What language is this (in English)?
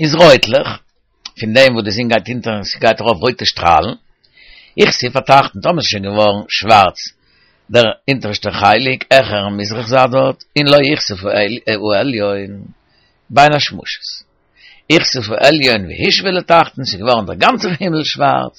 Yiddish